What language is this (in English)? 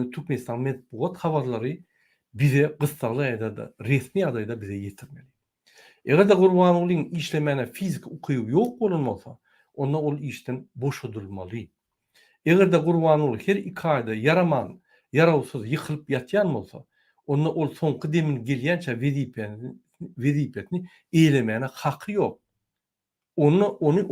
Turkmen